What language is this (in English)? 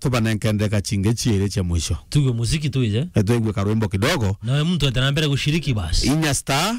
Meru